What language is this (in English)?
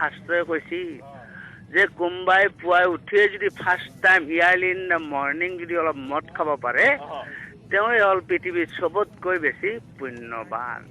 Assamese